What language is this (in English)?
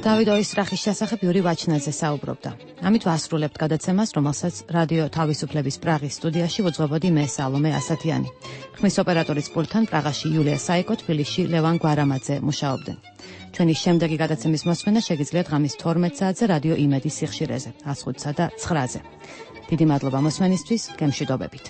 Georgian